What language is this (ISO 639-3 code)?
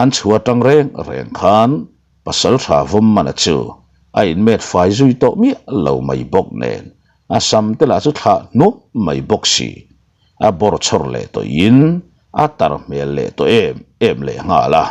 lus